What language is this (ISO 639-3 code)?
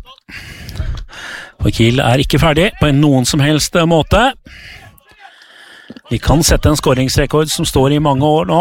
nor